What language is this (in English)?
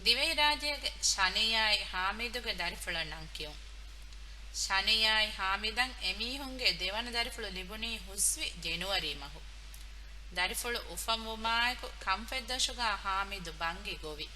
Divehi